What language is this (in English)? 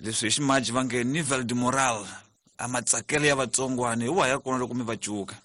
Tsonga